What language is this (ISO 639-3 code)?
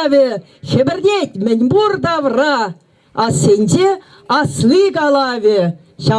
chv